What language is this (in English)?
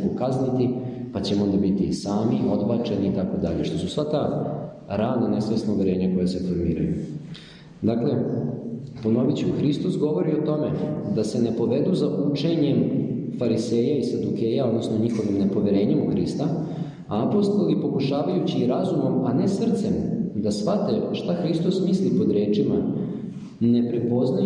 Serbian